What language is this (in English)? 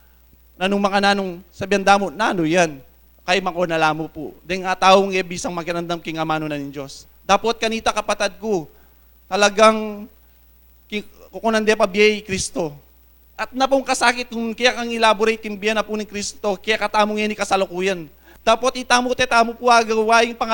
Pampanga